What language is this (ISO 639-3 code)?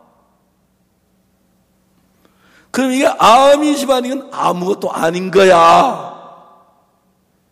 kor